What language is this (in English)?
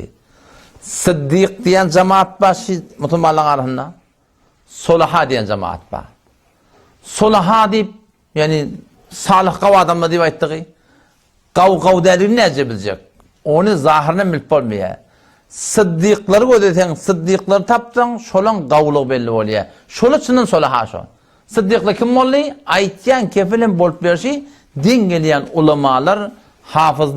Turkmen